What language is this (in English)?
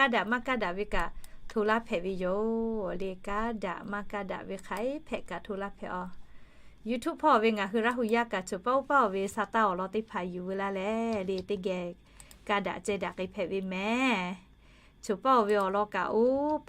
Lahu